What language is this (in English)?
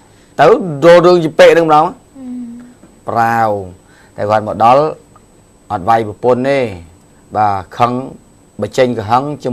Khmer